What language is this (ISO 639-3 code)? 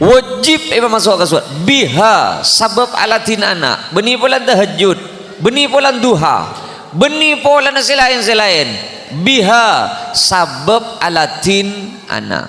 mad